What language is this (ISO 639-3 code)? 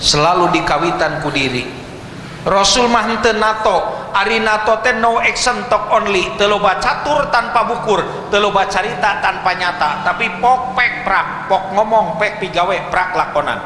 sun